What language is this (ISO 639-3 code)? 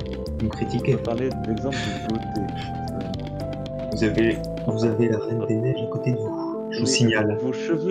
fra